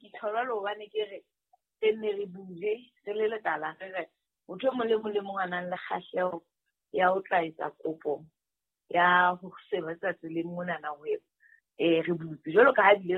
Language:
Southern Sotho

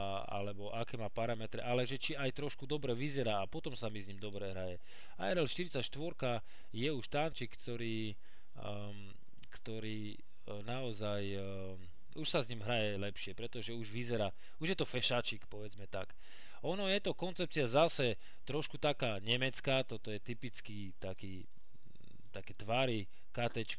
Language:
Slovak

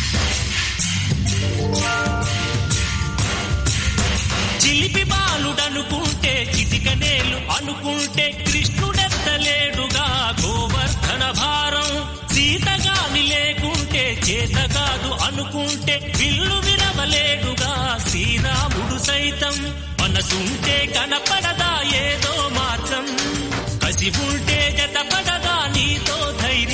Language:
Telugu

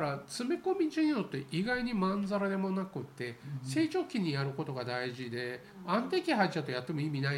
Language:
Japanese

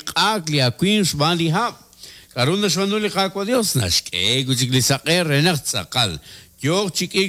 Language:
Kekchí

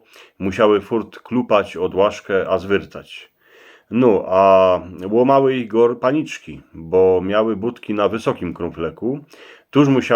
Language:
Silesian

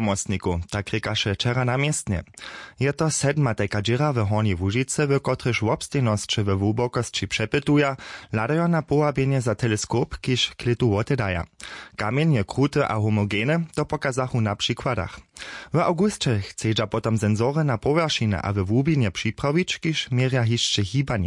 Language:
Upper Sorbian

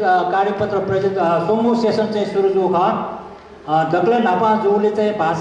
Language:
Newari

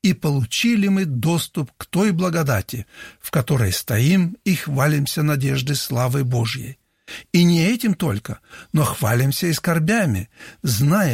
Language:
Russian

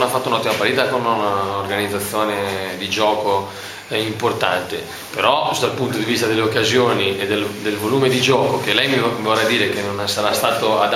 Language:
Italian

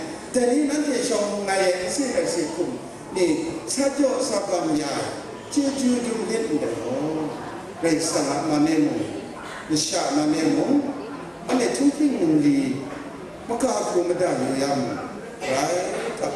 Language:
Kachin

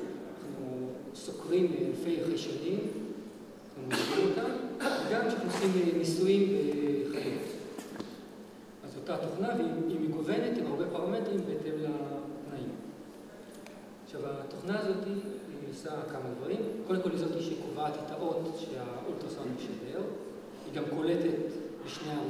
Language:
Hebrew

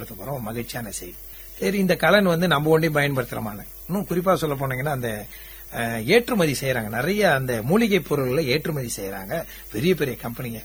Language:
Tamil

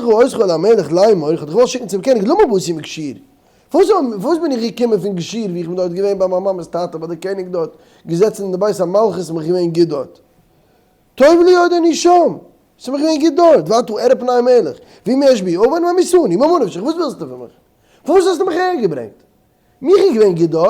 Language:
Yiddish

